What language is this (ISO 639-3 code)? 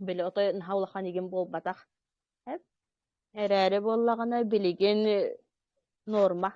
sah